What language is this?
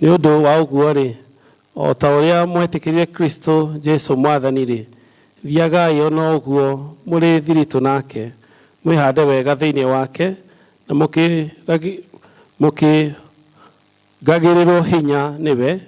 Kikuyu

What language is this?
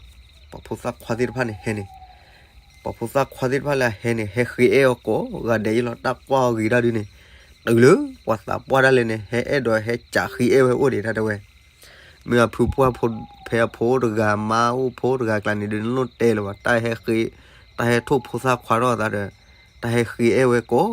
S'gaw Karen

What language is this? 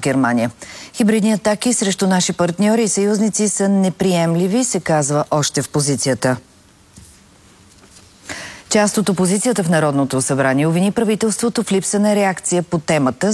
Bulgarian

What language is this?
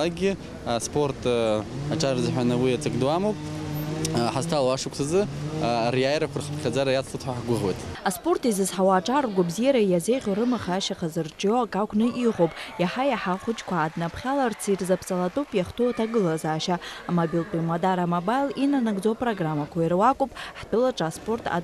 Abkhazian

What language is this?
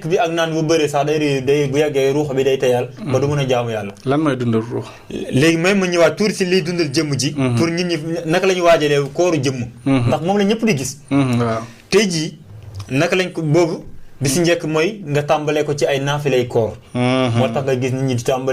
Wolof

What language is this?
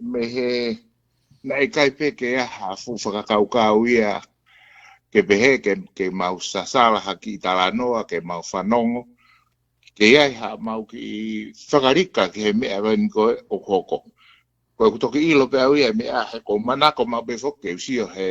Tongan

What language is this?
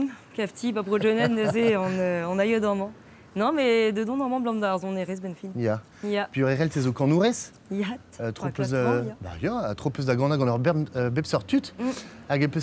Breton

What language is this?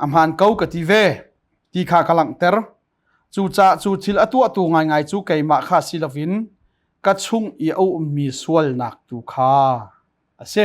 Hakha Chin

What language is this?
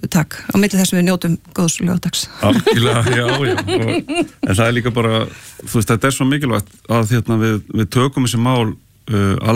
Icelandic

